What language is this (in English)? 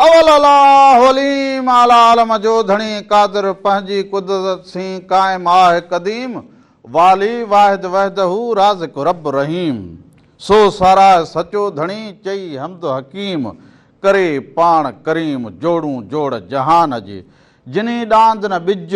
Sindhi